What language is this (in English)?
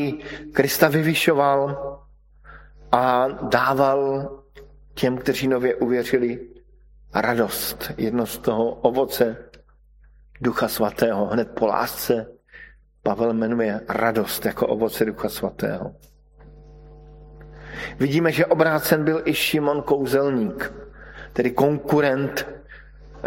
Czech